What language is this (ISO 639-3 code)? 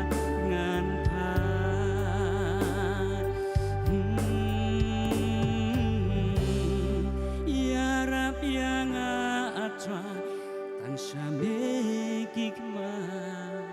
kha